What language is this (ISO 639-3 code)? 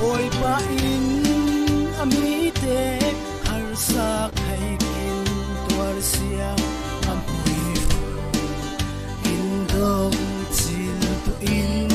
cfm